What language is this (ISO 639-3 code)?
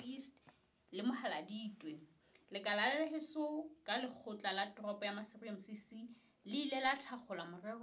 sot